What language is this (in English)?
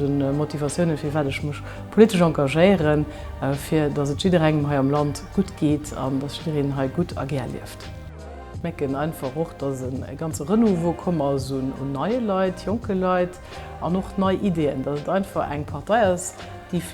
Luxembourgish